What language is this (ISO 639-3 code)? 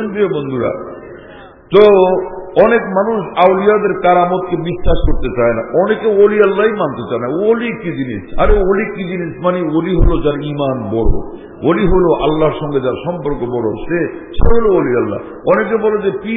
ben